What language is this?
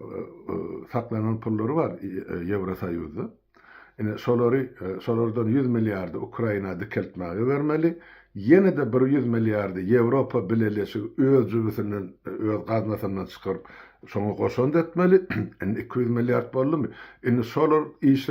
Turkmen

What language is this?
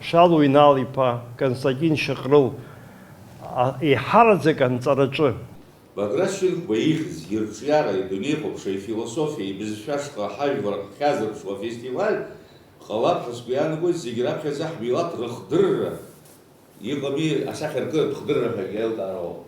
Abkhazian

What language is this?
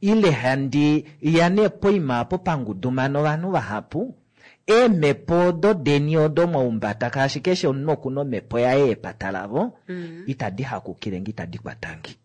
Kuanyama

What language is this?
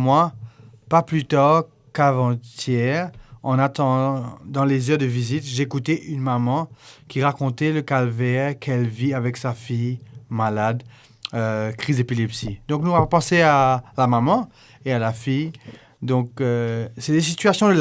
Morisyen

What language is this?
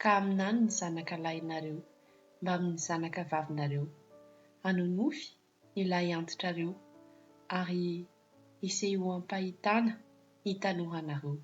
Malagasy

